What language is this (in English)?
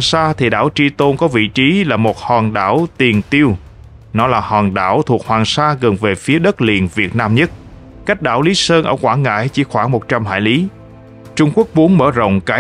Vietnamese